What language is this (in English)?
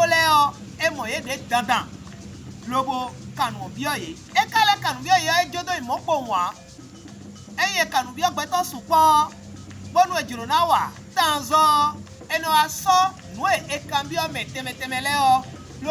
Fon